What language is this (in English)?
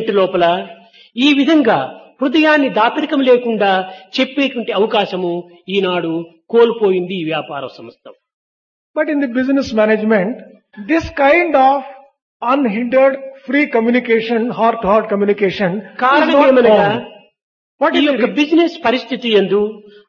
Telugu